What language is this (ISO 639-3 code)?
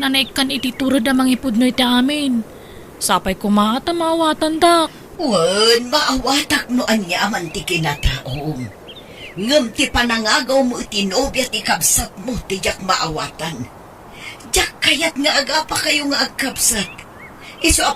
ilo